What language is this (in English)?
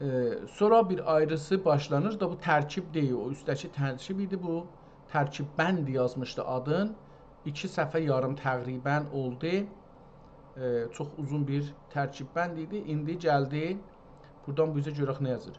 South Azerbaijani